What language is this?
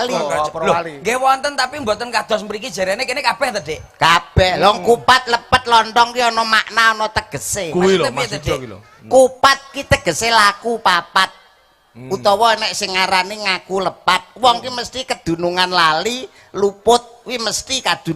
Javanese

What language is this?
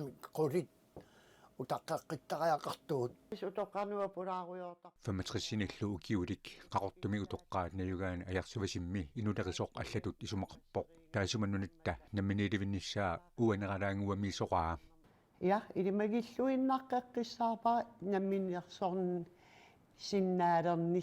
Kalaallisut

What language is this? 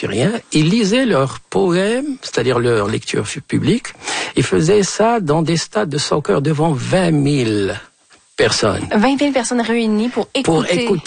French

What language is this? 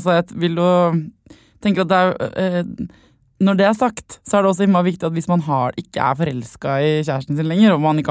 Norwegian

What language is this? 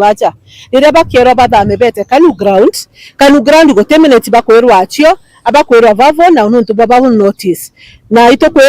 Meru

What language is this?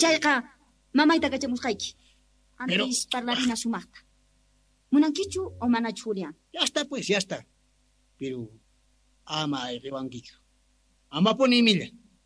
Quechua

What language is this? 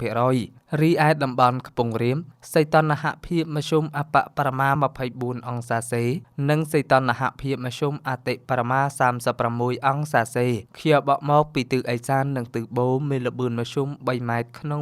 Khmer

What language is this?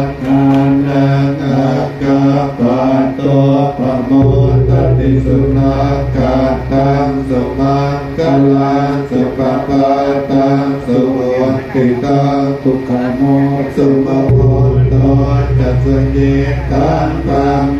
Pali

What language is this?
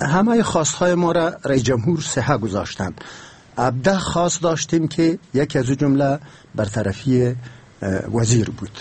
Persian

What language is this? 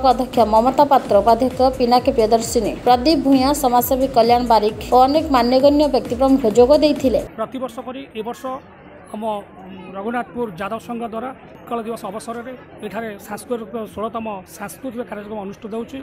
Odia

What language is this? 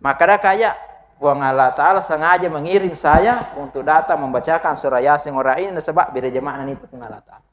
Buginese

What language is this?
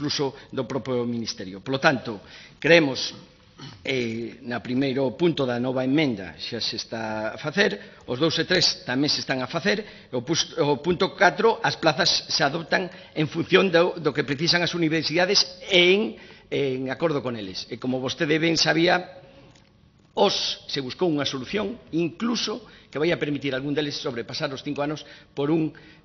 Galician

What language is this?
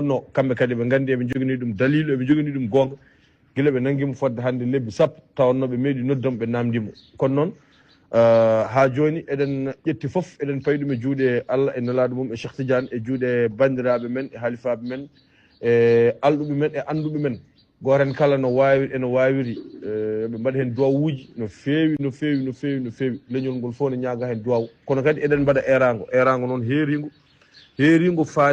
Fula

